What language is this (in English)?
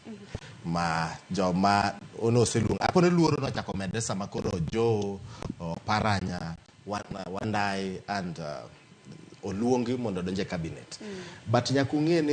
Luo (Kenya and Tanzania)